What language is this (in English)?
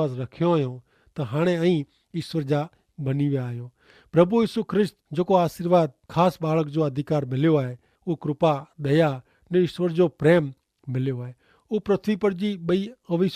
Kachhi